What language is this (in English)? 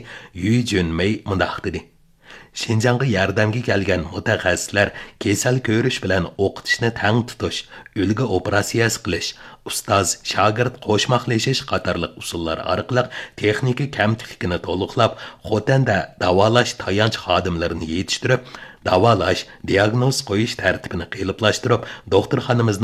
Uyghur